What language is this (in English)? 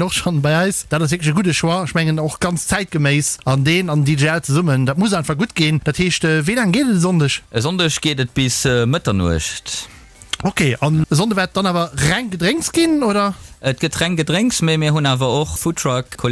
Luxembourgish